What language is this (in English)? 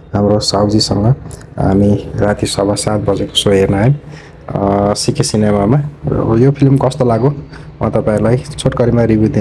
Nepali